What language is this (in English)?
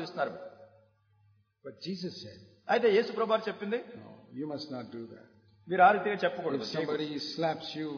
Telugu